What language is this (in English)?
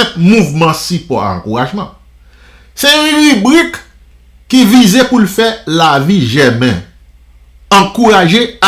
Haitian Creole